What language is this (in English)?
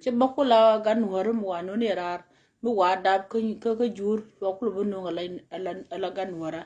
Nuer